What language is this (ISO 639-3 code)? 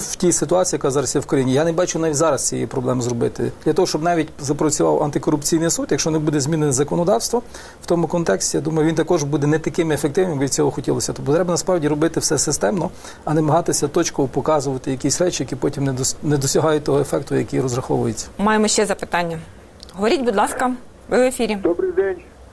ukr